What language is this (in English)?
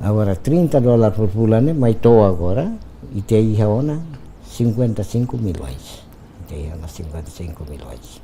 Tetum